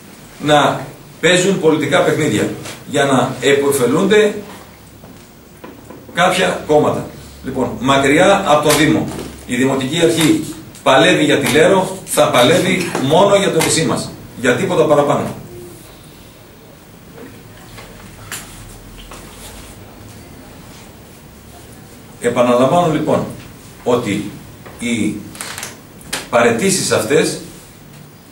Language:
Greek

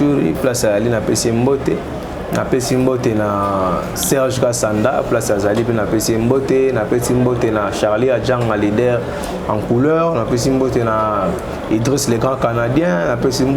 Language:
Lingala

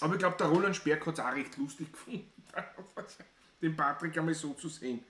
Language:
Bavarian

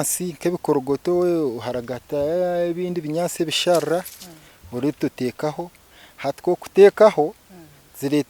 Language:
Nyankole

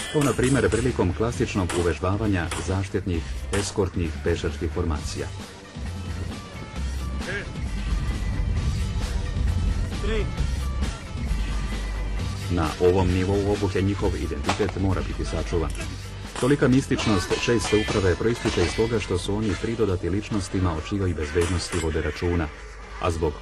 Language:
Serbian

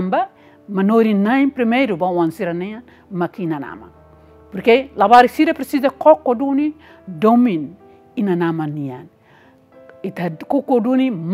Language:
Tetum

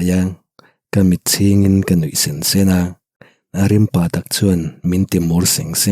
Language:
Mizo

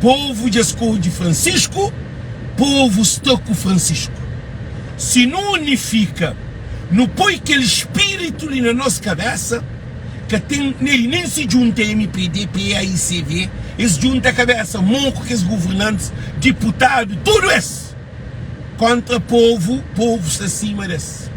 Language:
Kabuverdianu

